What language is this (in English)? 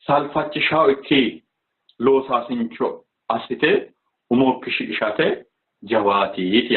Sidamo